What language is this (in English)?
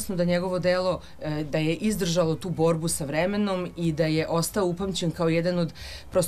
Serbian